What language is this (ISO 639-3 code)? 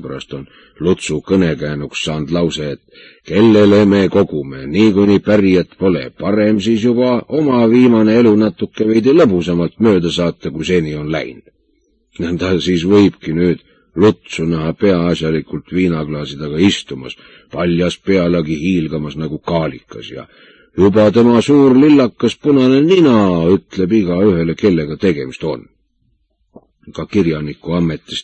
est